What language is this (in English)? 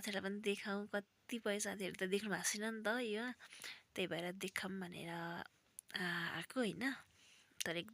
Nepali